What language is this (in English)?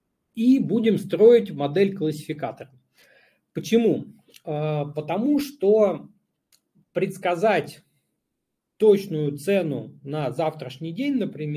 Russian